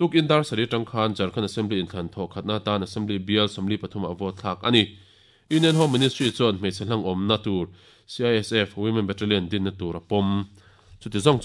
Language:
Mizo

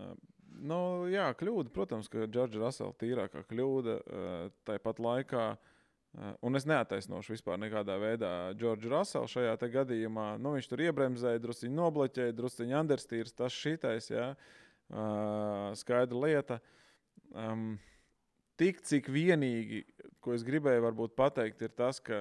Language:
Latvian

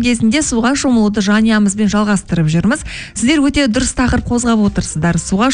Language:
Kazakh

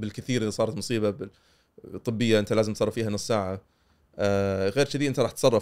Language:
Gulf Arabic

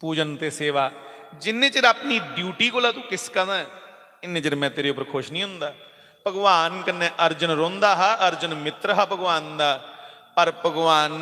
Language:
Dogri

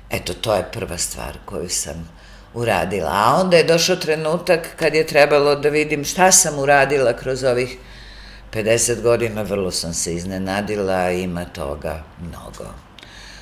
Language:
Serbian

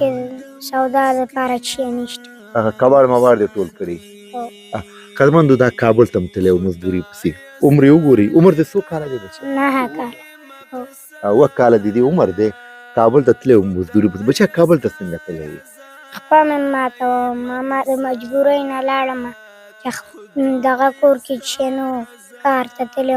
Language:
Pashto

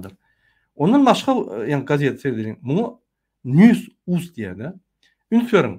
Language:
Turkmen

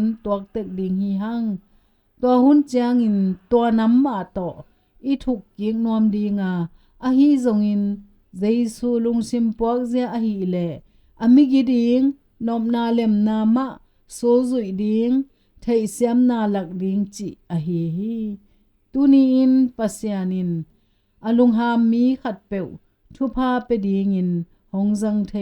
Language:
Tedim Chin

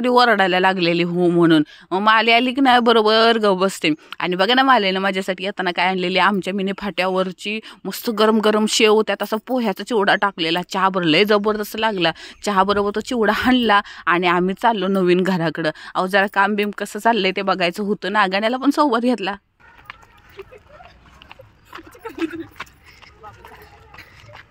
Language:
Marathi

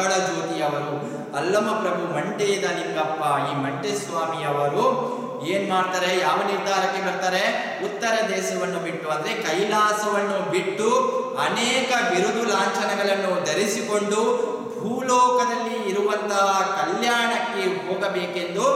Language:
Kannada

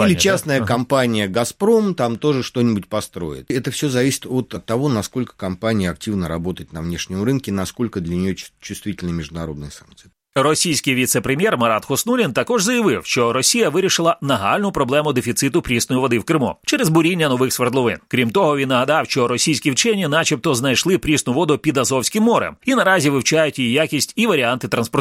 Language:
Ukrainian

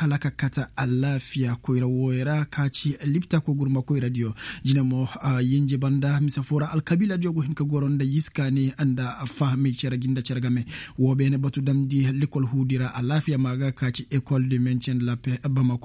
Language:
Koyraboro Senni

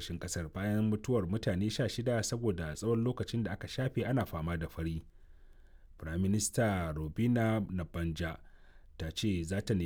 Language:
Hausa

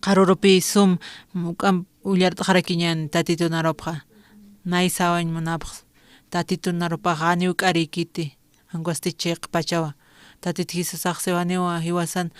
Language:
Aymara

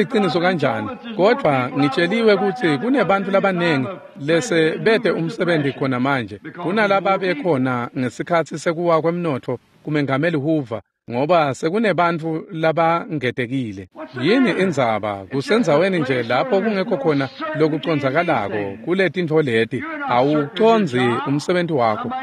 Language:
Swati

